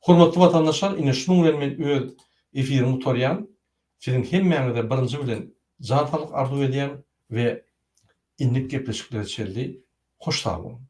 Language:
Turkmen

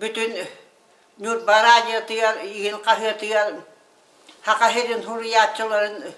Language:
Yakut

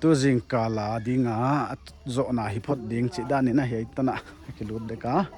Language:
Paite Chin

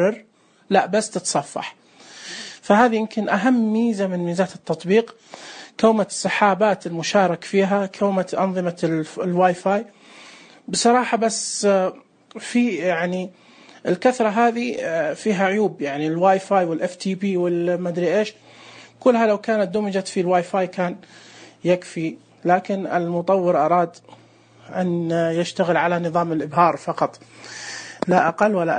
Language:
Najdi Arabic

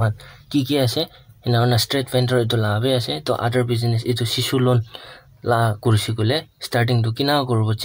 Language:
Naga Pidgin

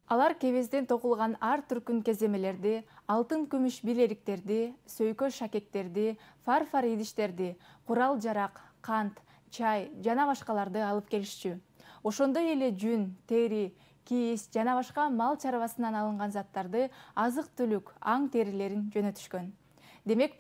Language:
Kyrgyz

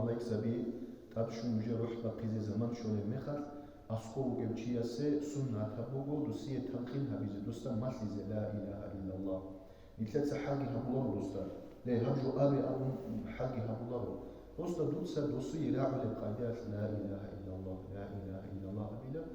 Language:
Avaric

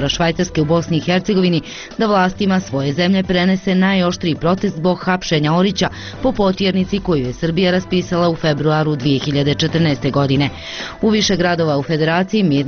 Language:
Bosnian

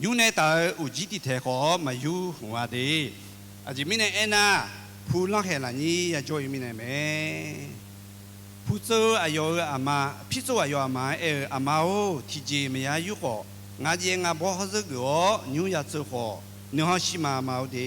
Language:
Akha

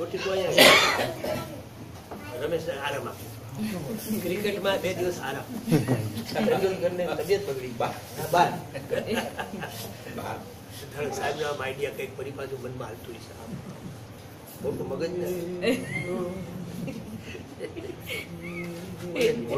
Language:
Gujarati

